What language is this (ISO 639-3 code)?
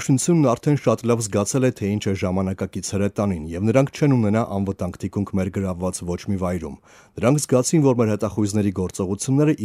hye